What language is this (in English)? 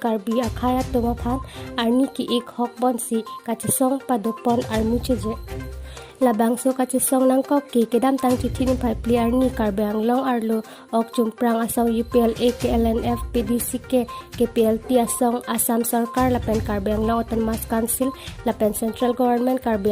Karbi